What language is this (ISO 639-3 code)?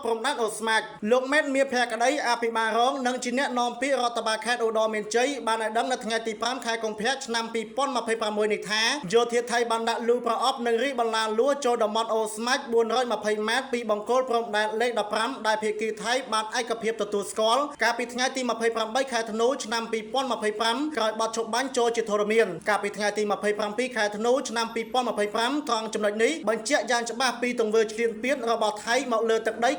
khm